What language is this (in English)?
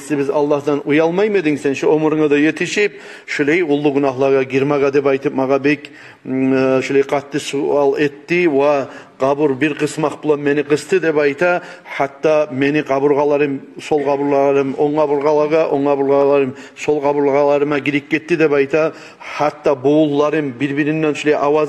Kumyk